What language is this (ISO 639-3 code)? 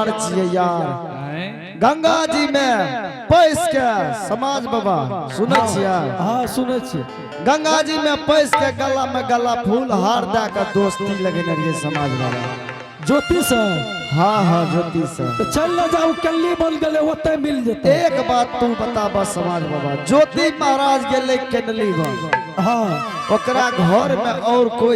anp